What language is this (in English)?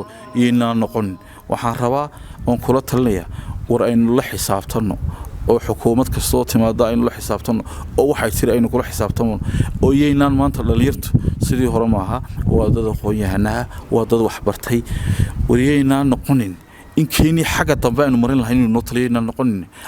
Somali